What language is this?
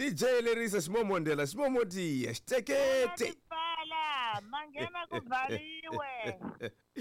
Tsonga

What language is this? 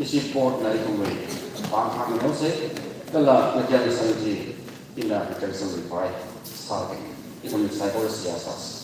Tangkhul Naga (India)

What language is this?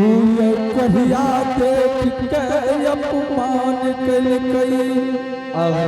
Angika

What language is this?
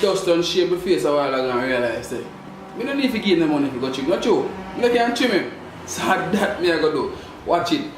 Jamaican Creole English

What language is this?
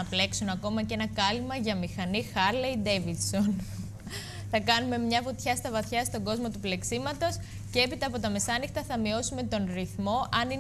Greek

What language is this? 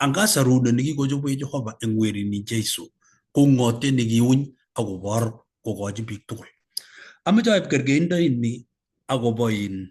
Kalenjin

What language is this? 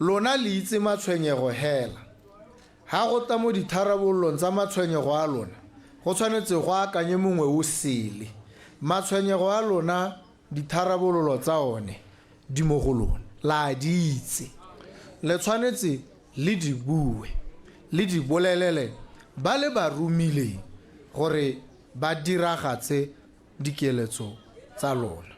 Tswana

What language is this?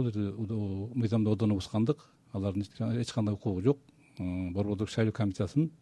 Kyrgyz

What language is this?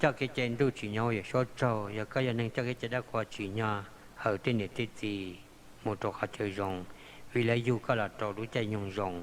Hmong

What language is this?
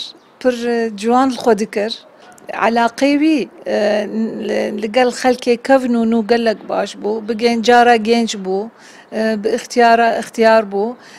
Kurdish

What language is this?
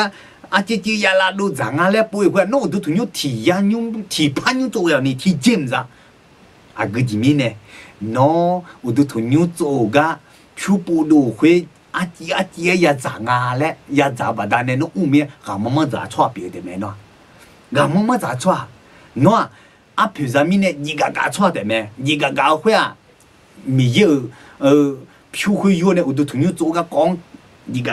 Akha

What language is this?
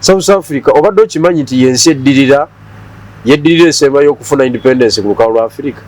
Ganda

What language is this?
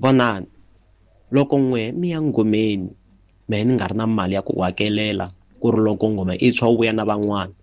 Tsonga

